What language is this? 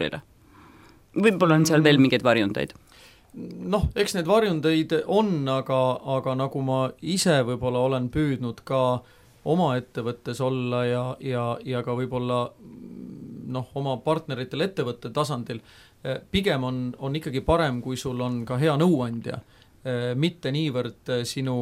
Estonian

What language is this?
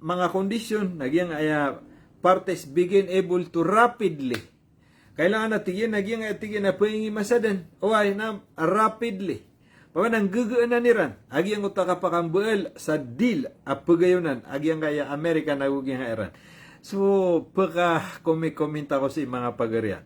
Maranao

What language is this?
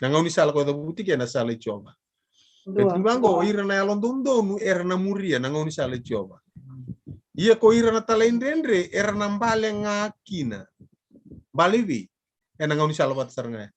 Fijian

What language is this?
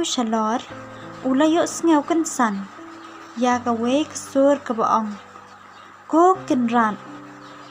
Khasi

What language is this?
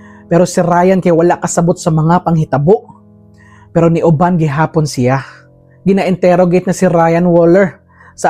Cebuano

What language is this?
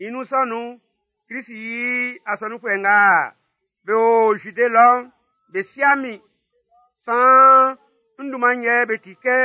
Baoulé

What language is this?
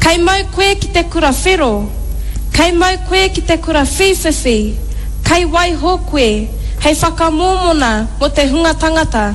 Māori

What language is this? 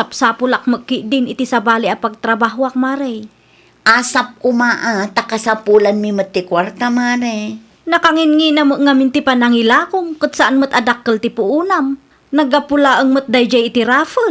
Iloko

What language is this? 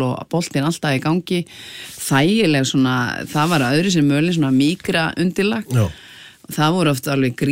Icelandic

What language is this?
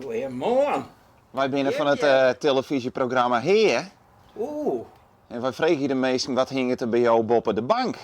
Western Frisian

